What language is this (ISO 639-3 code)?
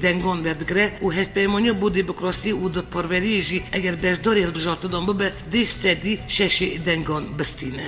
kur